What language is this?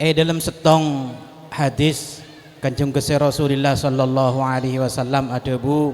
Madurese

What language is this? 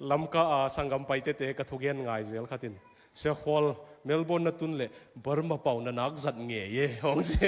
Tedim Chin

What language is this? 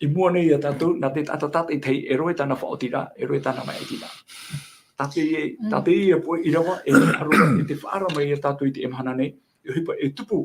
Tahitian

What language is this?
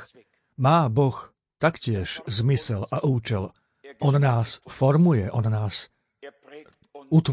Slovak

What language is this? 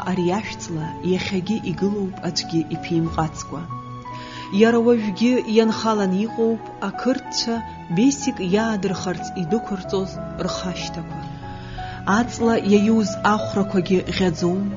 Abkhazian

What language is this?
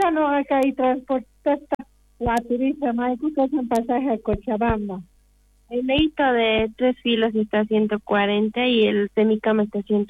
South Bolivian Quechua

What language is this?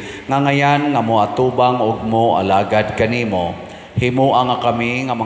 Cebuano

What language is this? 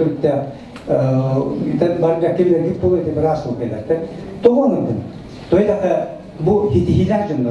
Yakut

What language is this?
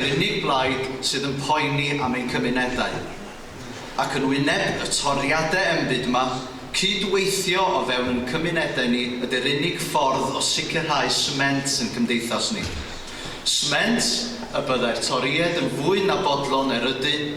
Welsh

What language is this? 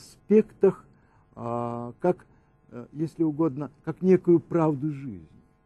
Russian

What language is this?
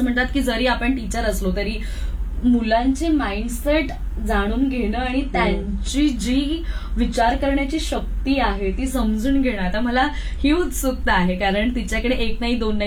Marathi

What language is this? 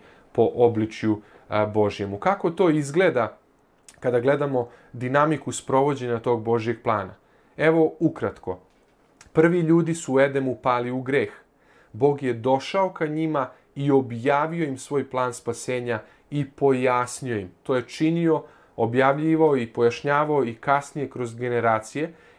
Serbian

